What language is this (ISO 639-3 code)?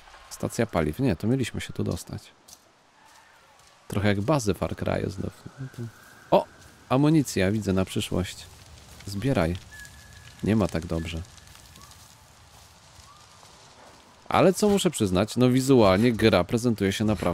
pol